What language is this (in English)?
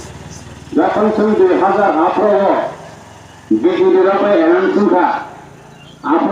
Kok Borok